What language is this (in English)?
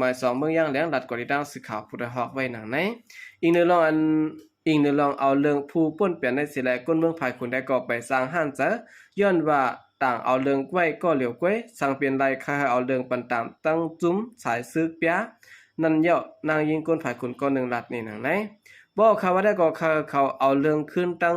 Shan